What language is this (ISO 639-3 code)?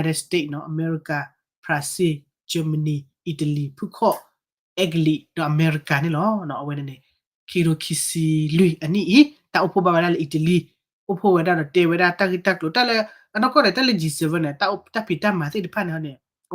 ksw